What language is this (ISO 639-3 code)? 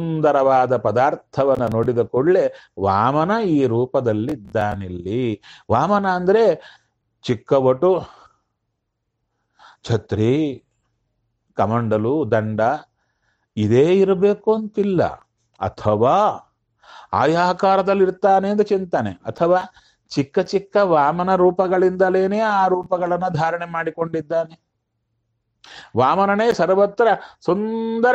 kan